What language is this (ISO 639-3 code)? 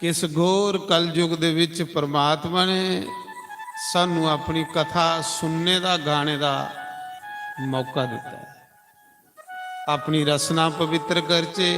doi